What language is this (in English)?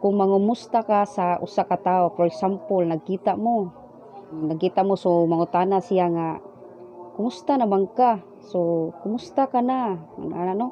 Cebuano